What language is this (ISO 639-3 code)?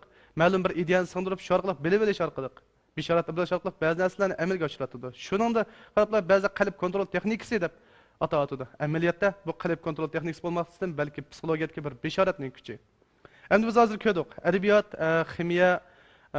uig